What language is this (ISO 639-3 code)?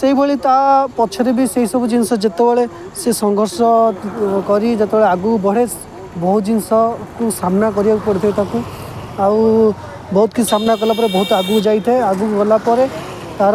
ori